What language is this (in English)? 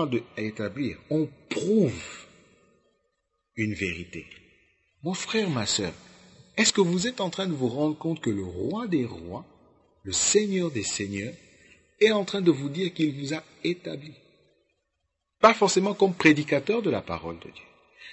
French